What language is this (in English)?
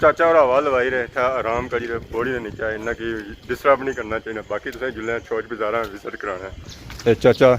Pahari-Potwari